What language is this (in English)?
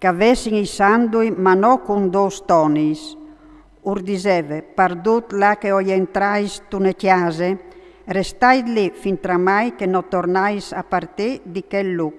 Friulian